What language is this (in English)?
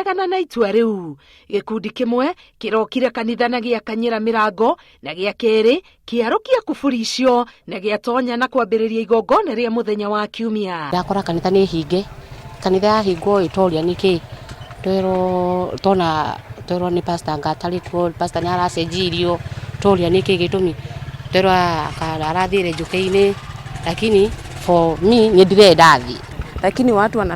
Kikuyu